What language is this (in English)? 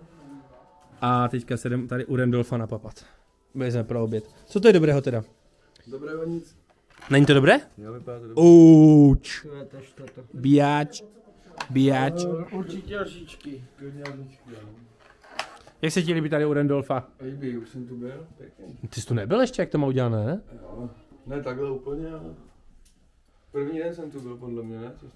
Czech